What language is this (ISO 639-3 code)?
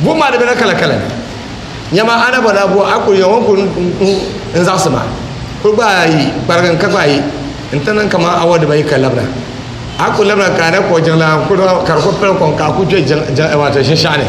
dag